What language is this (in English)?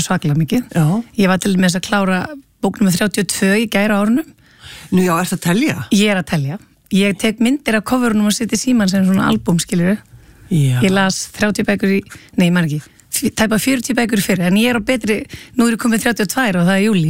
Icelandic